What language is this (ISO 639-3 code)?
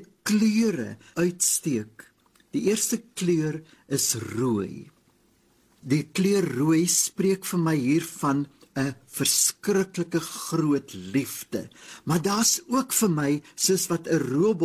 afr